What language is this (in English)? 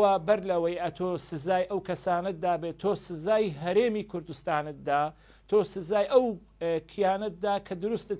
Central Kurdish